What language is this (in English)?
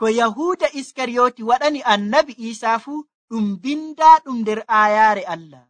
Nigerian Fulfulde